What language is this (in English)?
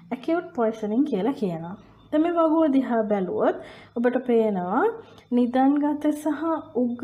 Sinhala